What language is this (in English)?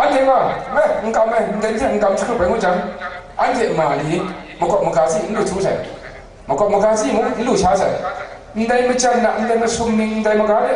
Kachin